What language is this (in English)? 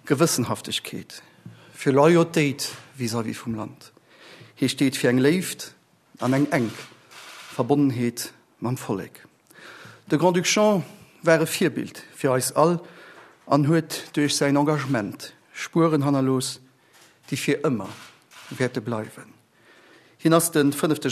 Luxembourgish